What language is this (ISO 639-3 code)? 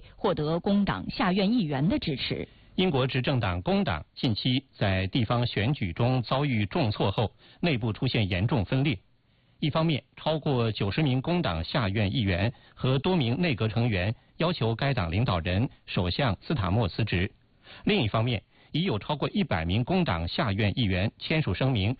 zho